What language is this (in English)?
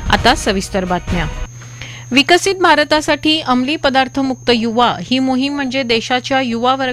Marathi